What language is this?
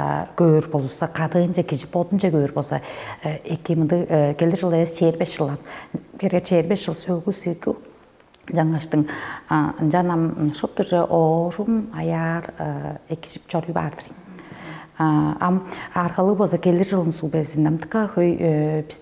Tuvinian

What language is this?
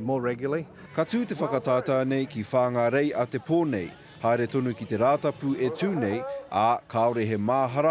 Māori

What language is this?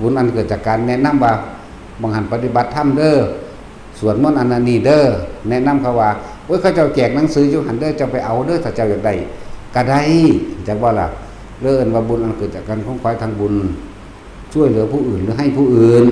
Northeastern Thai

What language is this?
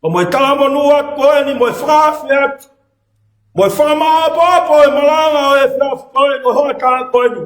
Tongan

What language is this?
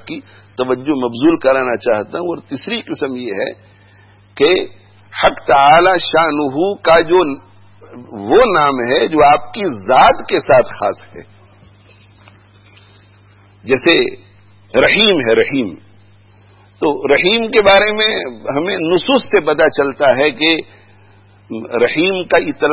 Urdu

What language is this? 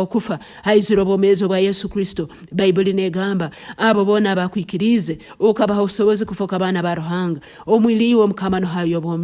Nyankole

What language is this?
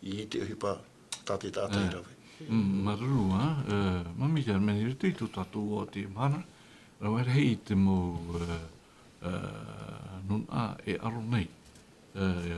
Tahitian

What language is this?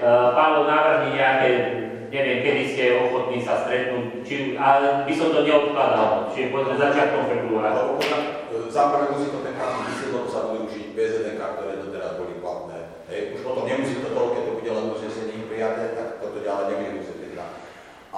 Slovak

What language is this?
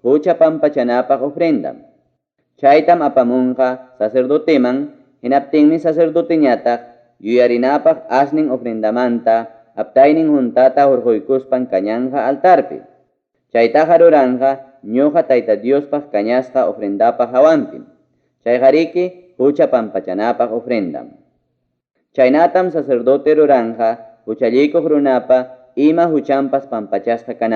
Ayacucho Quechua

